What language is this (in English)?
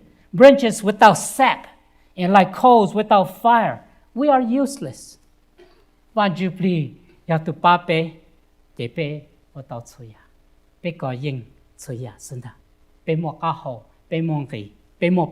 Hmong